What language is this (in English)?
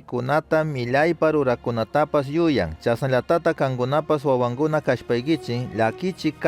Chimborazo Highland Quichua